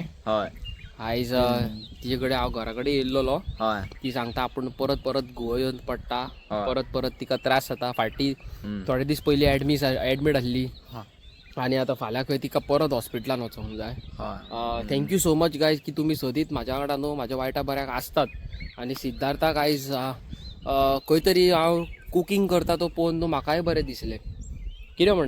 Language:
Konkani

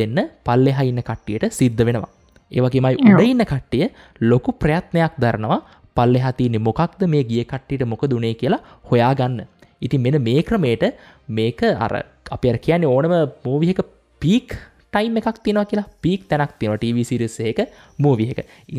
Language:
Sinhala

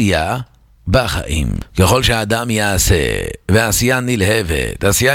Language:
Hebrew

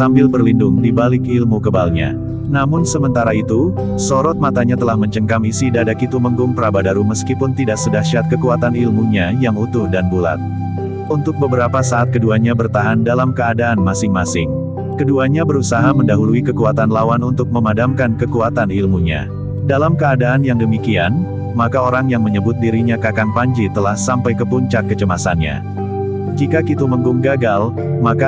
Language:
Indonesian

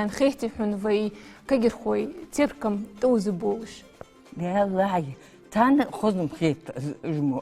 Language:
Ingush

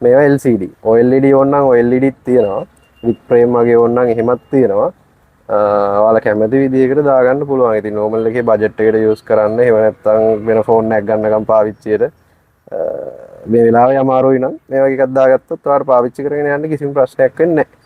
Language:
Sinhala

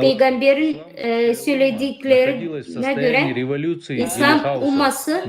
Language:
Gagauz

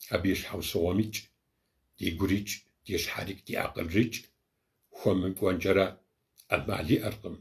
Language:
Kabardian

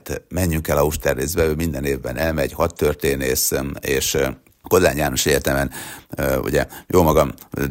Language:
Hungarian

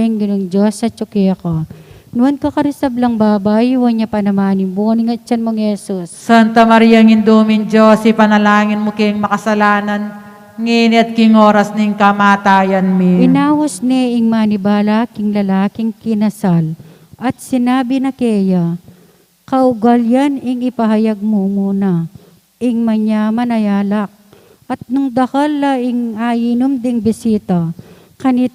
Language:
Pampanga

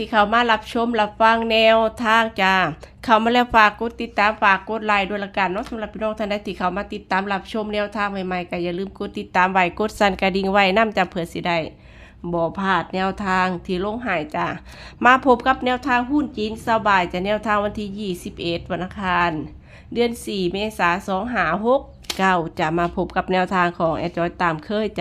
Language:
Northeastern Thai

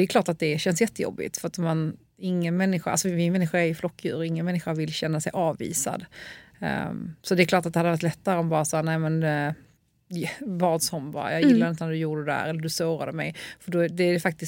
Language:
Swedish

